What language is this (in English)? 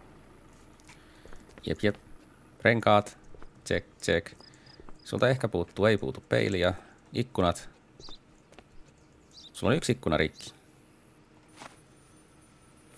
Finnish